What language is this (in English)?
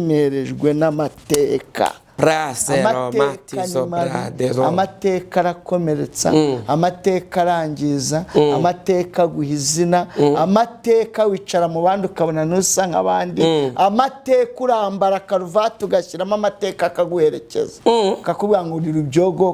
Kinyarwanda